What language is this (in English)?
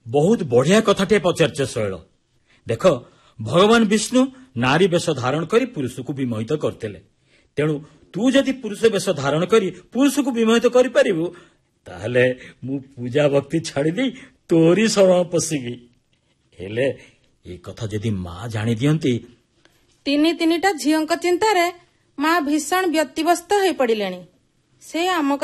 Odia